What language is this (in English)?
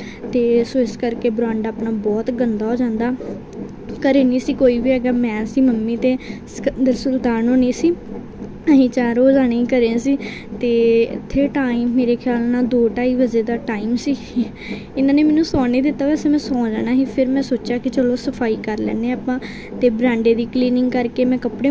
Punjabi